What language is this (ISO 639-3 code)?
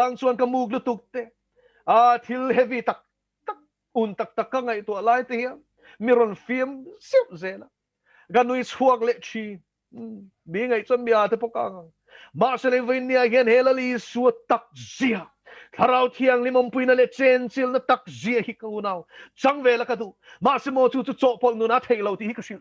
lus